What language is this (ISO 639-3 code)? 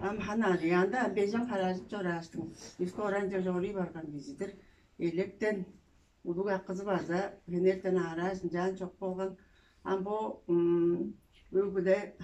tyv